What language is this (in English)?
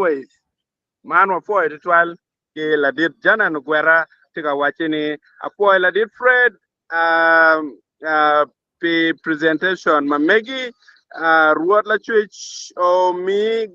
Acoli